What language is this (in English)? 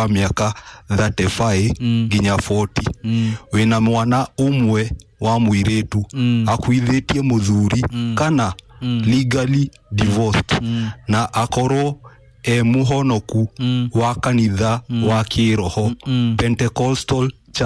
Kikuyu